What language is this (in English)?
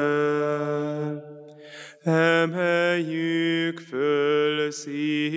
Hungarian